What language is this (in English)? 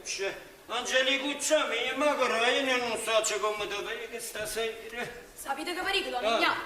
Neapolitan